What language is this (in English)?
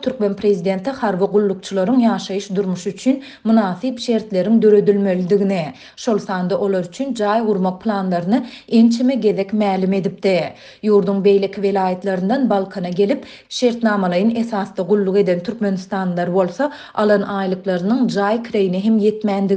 Turkmen